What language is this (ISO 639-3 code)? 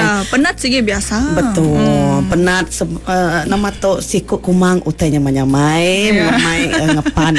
iba